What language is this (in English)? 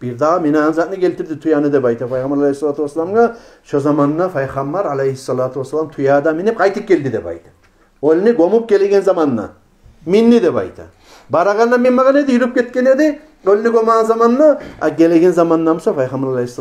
Kumyk